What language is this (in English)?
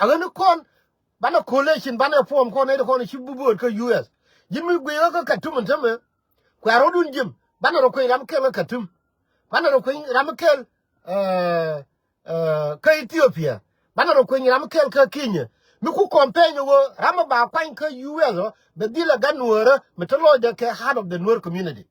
Nuer